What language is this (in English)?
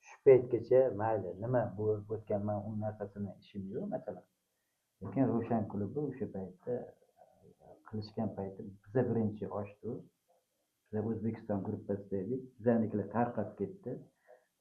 Uzbek